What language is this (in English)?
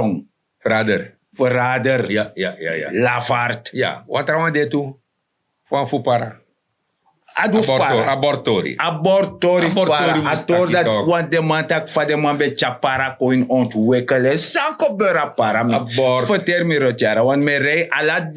Sranan Tongo